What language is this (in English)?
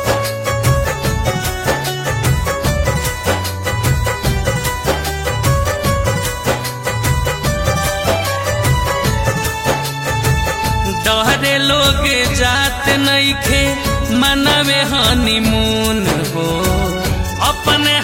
Bhojpuri